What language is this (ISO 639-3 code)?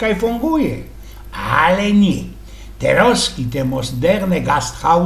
szl